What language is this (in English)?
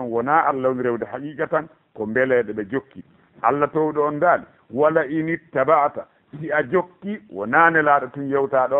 Fula